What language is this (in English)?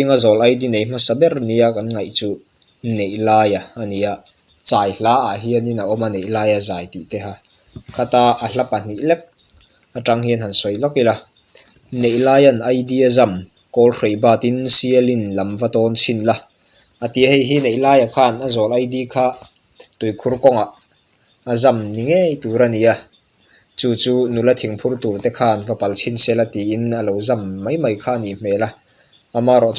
Mizo